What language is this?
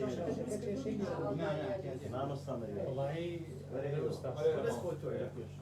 Central Kurdish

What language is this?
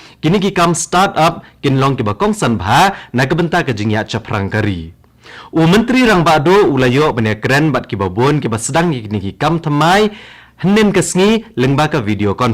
Khasi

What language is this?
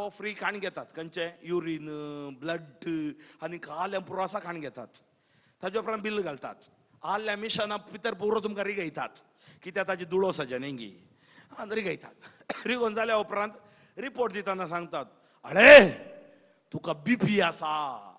Konkani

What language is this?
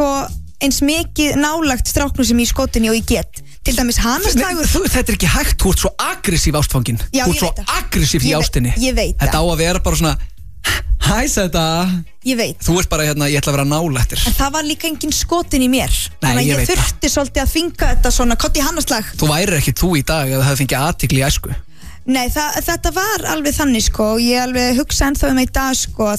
Icelandic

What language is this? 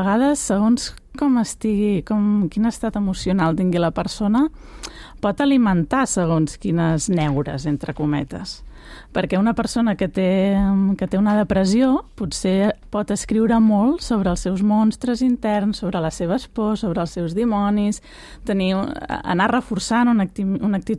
Catalan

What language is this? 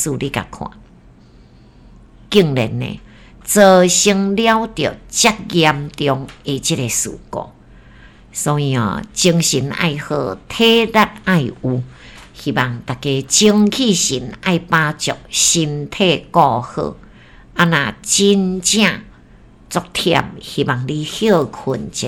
Min Nan Chinese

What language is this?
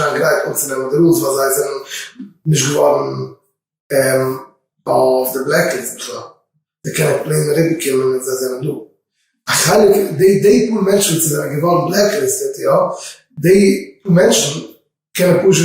Yiddish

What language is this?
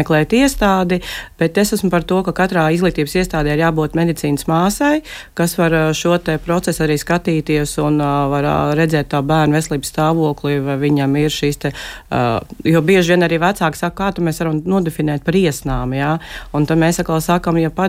Latvian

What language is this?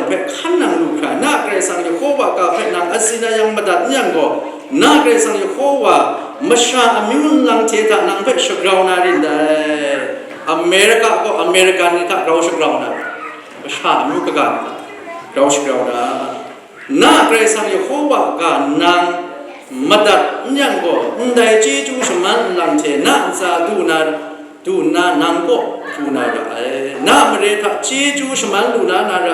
Kachin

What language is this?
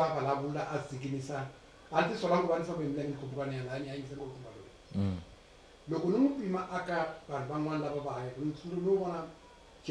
Tsonga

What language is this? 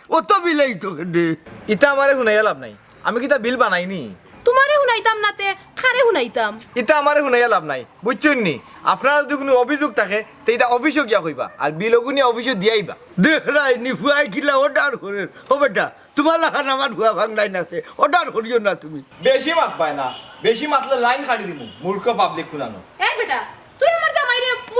Sylheti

